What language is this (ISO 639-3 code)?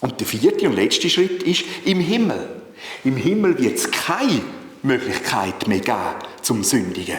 gsw